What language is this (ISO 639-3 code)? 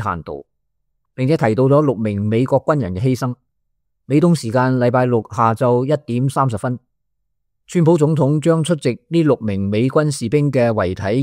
yue